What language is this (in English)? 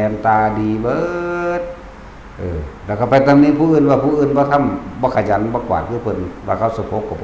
Northeastern Thai